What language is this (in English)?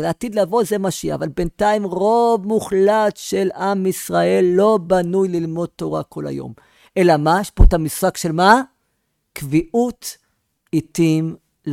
Hebrew